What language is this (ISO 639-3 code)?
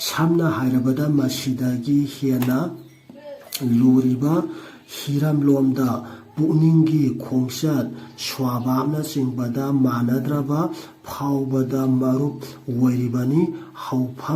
mni